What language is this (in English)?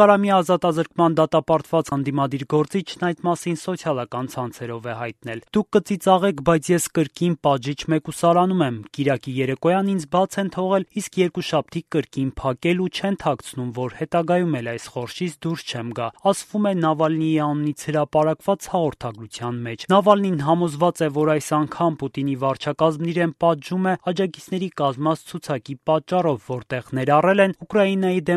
Armenian